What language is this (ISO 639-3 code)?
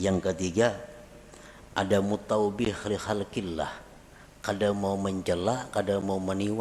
bjn